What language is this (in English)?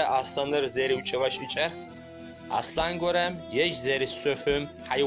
Adyghe